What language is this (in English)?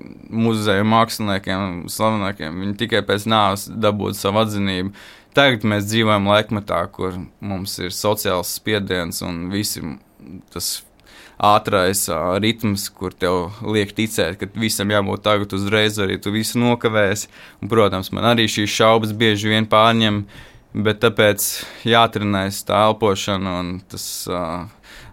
Latvian